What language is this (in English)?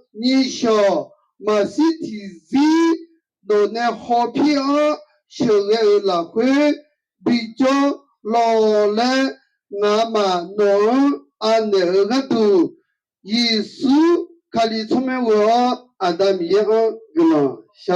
Akha